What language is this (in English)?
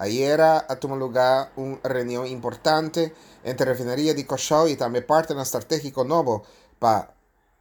Papiamento